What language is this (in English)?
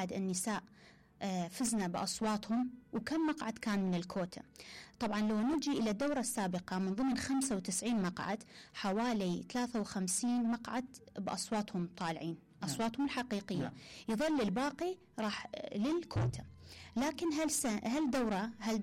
Mesopotamian Arabic